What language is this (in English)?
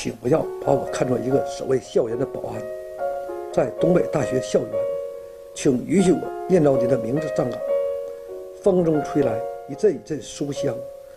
Chinese